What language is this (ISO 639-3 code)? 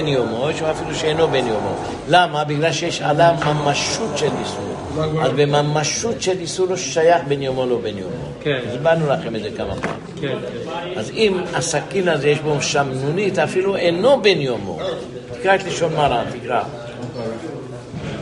heb